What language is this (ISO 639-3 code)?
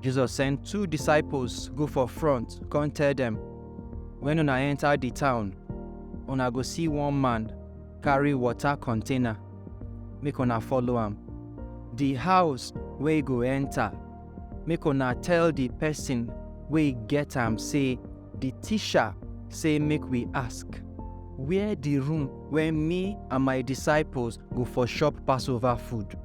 pcm